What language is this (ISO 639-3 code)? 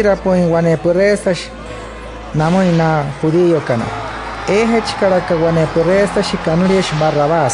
guc